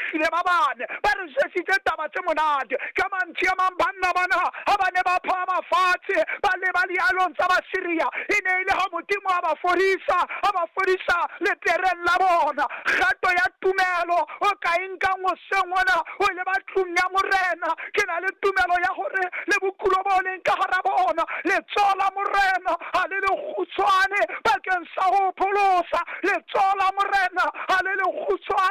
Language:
Southern Sotho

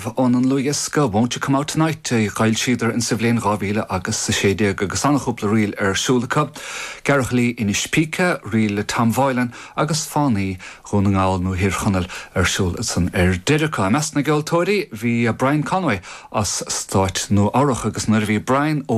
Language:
Irish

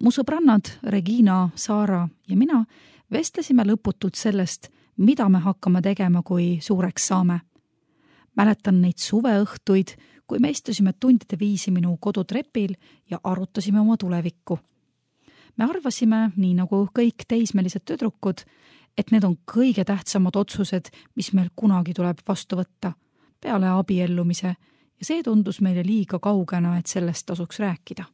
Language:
Estonian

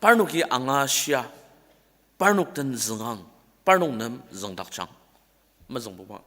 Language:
Ao Naga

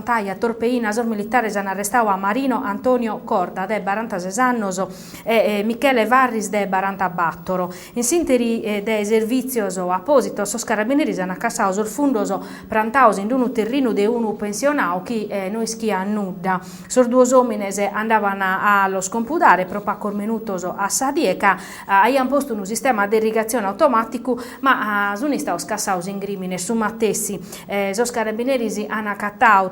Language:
Sardinian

